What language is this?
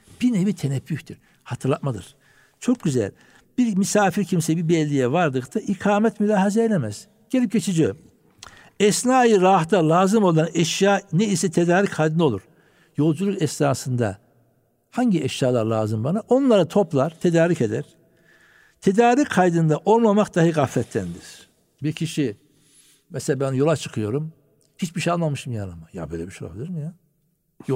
Turkish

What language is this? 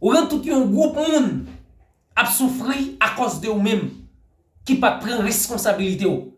Haitian Creole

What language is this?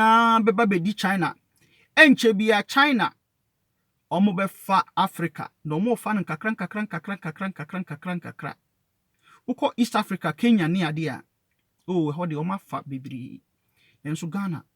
Akan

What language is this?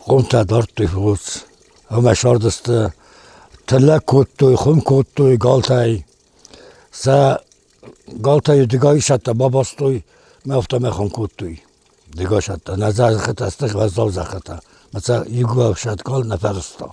Ossetic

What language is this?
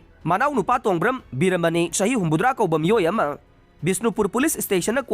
Manipuri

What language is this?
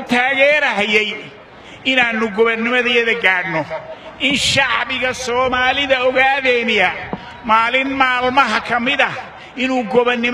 Somali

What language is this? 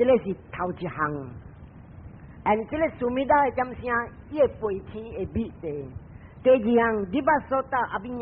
Min Nan Chinese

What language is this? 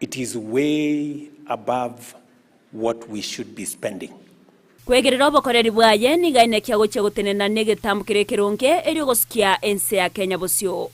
Gusii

